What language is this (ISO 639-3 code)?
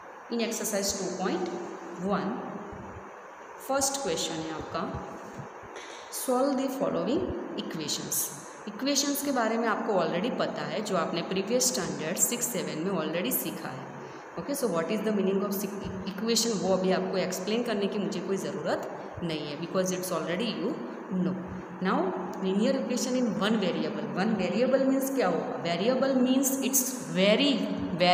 hin